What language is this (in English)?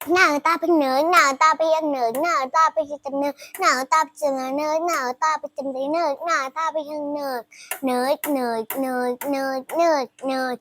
Shan